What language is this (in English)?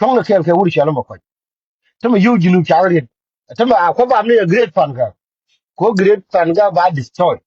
Nuer